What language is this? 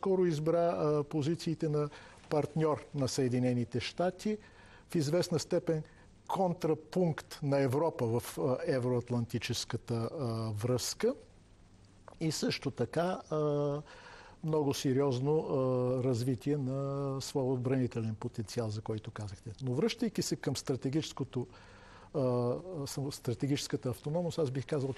Bulgarian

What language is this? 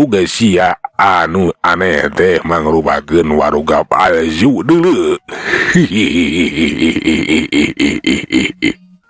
Sundanese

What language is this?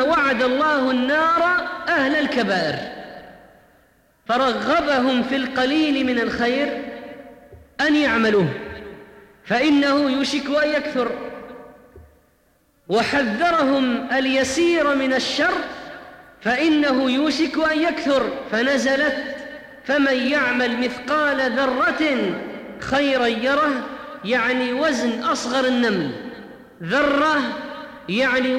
Arabic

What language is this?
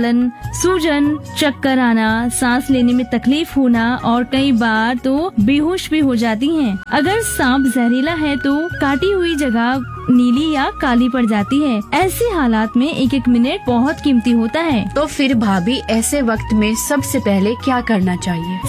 Hindi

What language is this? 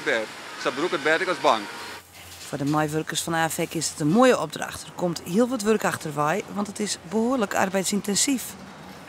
Western Frisian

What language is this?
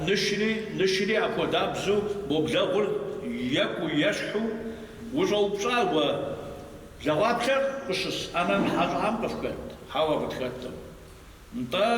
Kabardian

